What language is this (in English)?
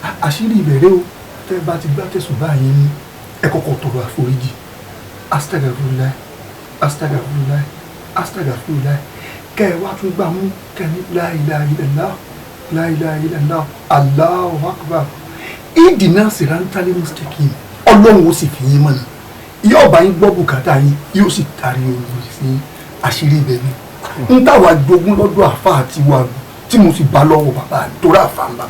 Yoruba